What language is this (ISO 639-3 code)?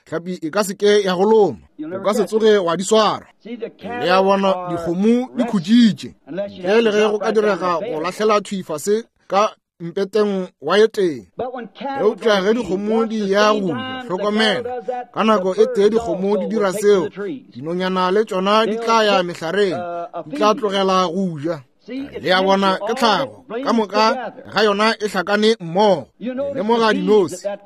nso